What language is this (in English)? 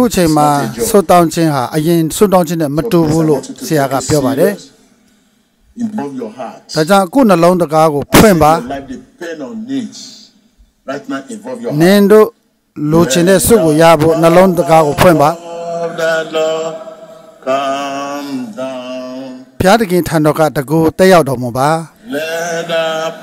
Burmese